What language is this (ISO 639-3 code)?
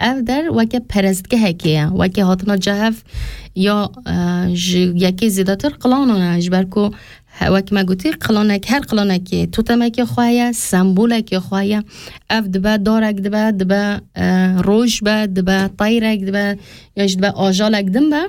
kur